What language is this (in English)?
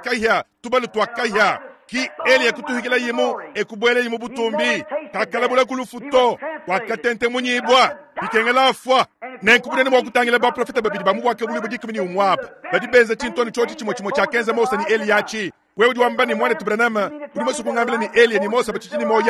Luba-Lulua